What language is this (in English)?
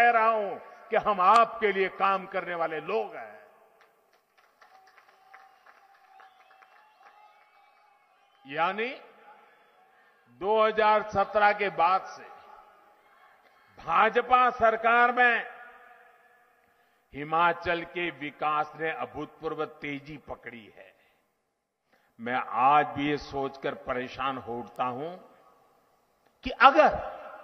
Hindi